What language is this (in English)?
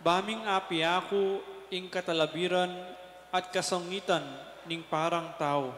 Pampanga